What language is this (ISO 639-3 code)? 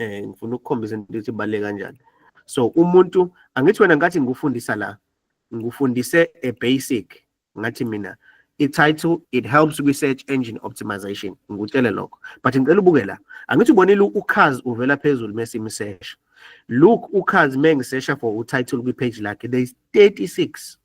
zul